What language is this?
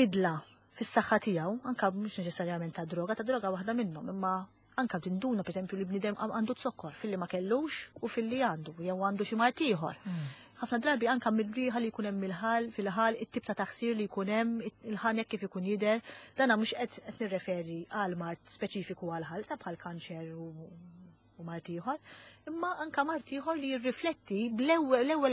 Maltese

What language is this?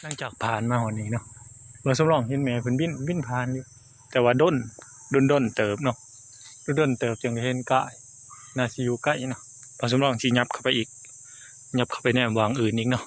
Northeastern Thai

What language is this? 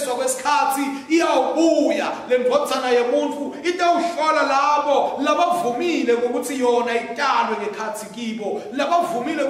Swati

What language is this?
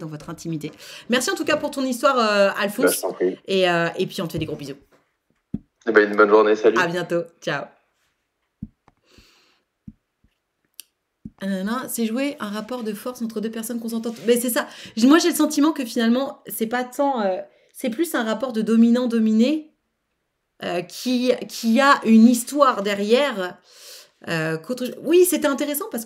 French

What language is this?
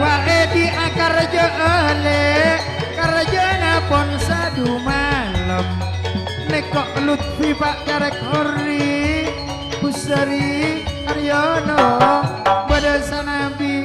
Madurese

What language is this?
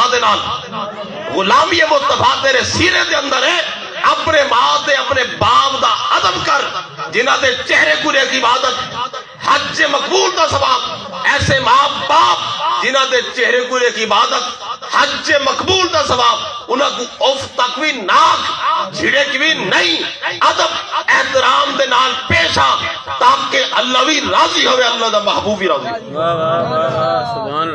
Saraiki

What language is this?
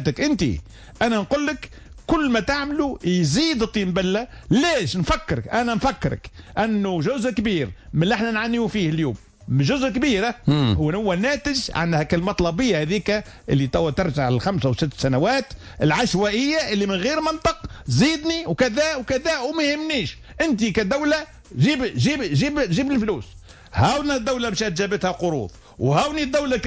Tunisian Arabic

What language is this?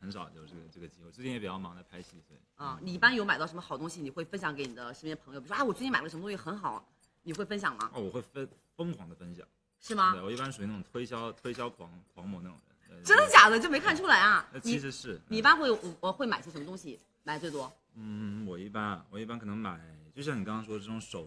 Chinese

